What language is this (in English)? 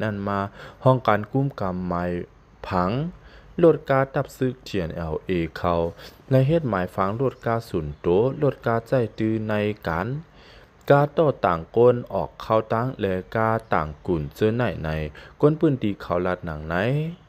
Shan